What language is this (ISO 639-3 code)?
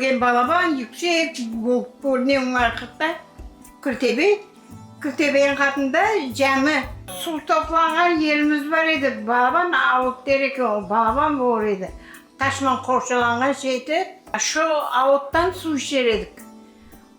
crh